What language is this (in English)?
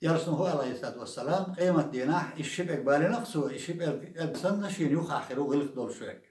Chechen